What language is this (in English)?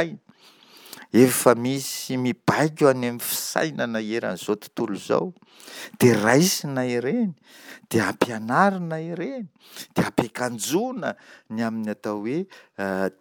Malagasy